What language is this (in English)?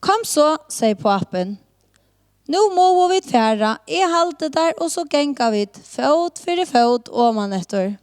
Faroese